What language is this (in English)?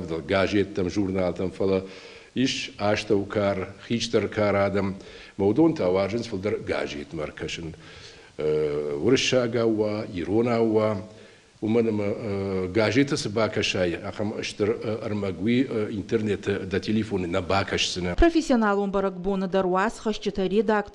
Ossetic